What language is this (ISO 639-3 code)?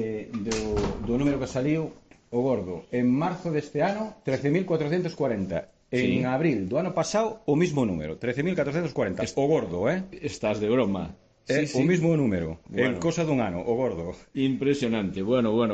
glg